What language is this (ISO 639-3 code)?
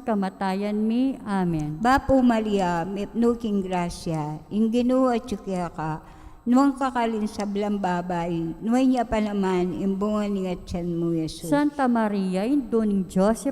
pam